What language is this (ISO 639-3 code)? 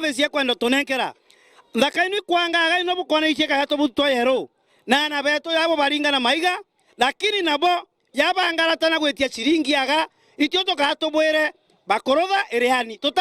mer